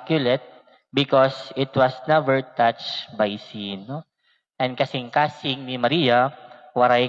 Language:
Waray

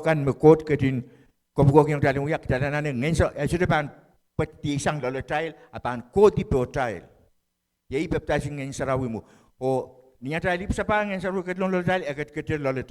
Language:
Pohnpeian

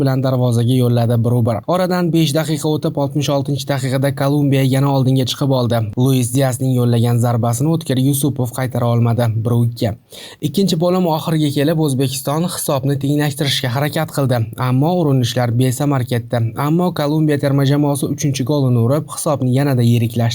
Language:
Uzbek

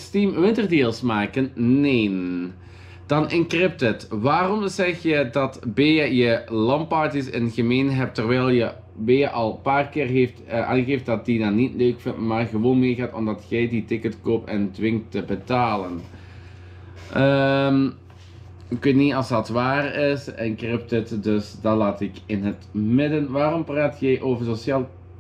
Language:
Dutch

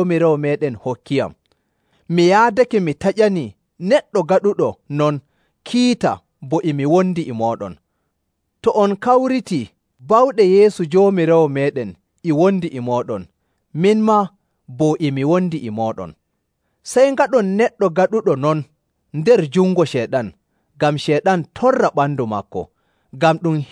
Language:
Nigerian Fulfulde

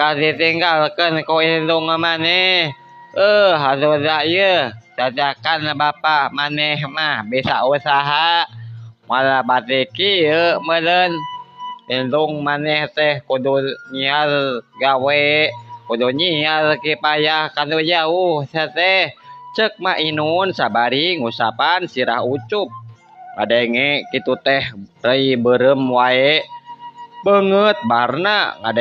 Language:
Sundanese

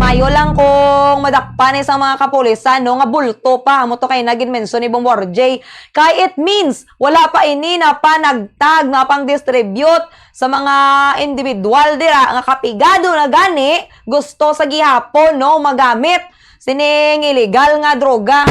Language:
Hiligaynon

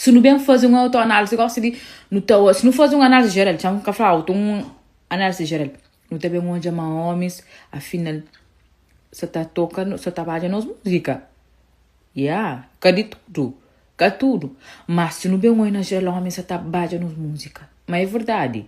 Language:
Kabuverdianu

